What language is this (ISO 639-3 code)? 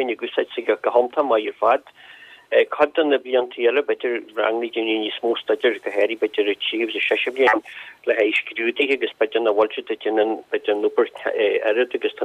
gle